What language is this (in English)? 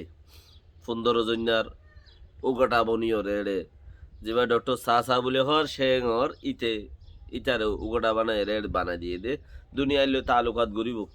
Rohingya